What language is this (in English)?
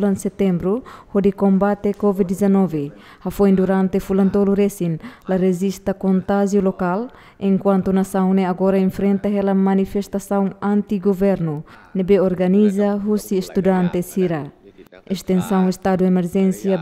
Tetum